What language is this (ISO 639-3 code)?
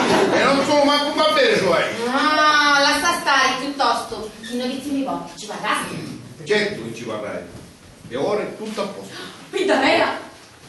scn